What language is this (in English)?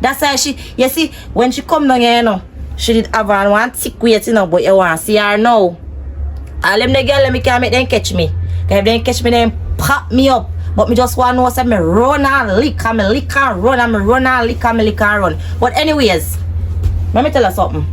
Jamaican Creole English